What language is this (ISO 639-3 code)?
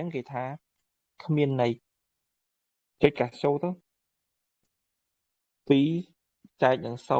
khm